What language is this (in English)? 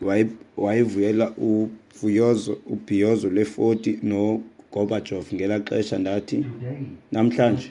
Xhosa